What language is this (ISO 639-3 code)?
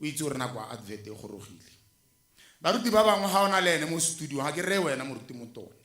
tsn